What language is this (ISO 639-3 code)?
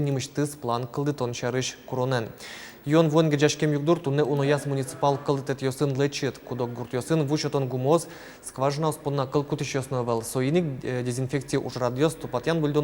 udm